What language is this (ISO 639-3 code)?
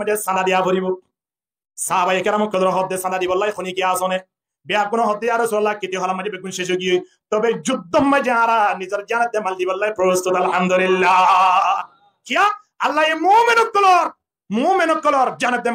rhg